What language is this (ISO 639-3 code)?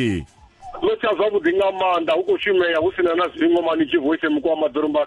ven